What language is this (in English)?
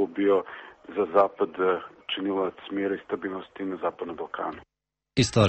Serbian